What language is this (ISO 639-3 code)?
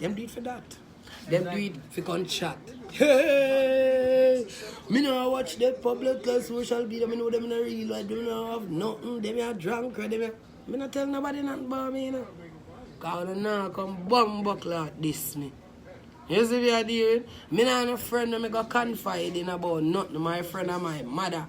jam